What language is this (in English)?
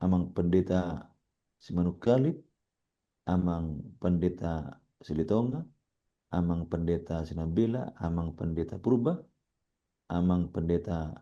Batak Toba